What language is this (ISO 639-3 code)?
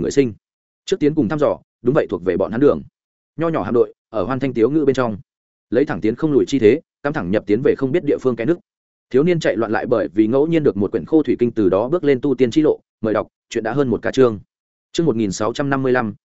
vie